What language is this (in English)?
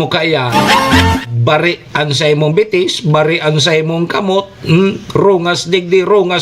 Bikol